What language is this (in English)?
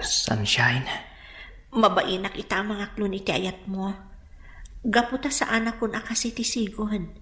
Iloko